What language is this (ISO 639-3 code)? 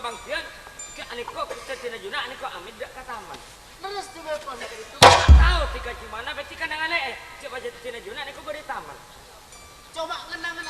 mad